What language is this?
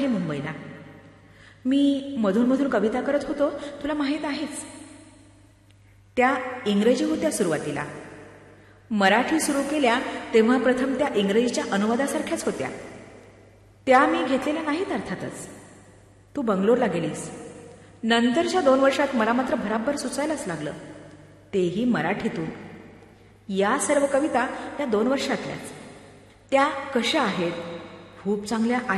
Marathi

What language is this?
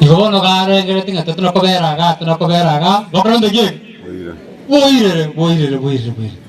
Gusii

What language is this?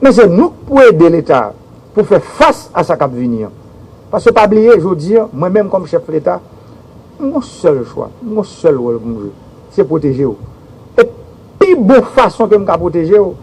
Haitian Creole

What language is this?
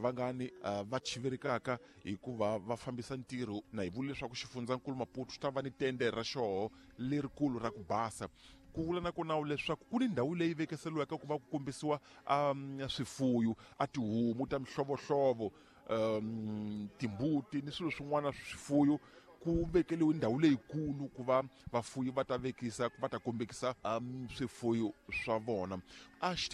Tsonga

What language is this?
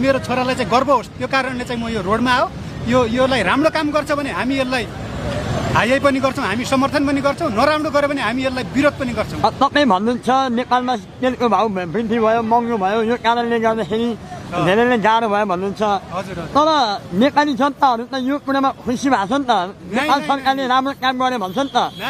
Nepali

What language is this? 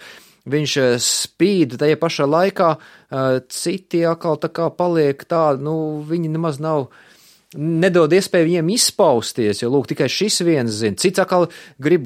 Latvian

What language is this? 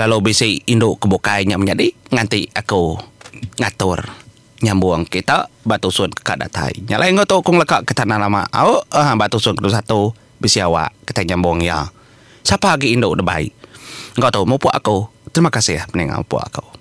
Iban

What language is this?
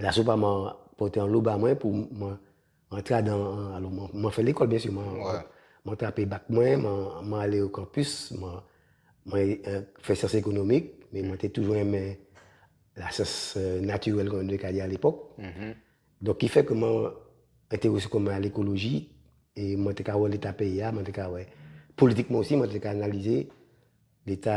Guadeloupean Creole French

